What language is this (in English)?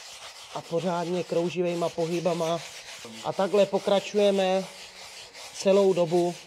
Czech